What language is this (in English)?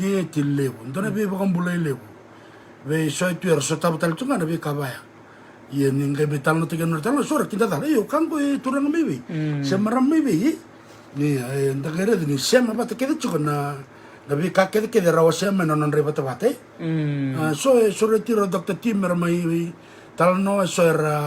Fijian